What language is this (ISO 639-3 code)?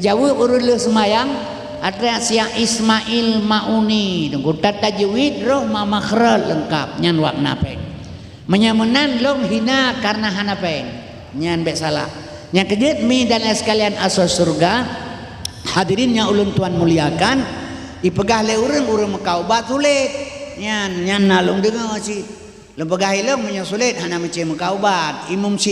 ace